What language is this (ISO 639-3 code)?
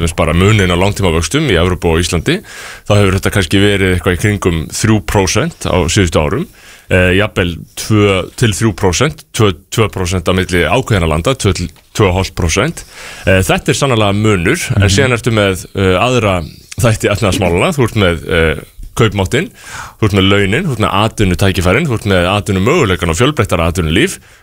isl